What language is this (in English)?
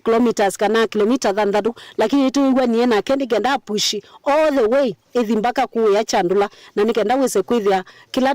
Kamba